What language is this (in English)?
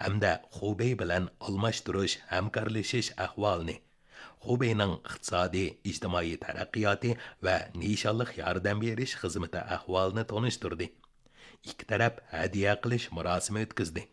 Uyghur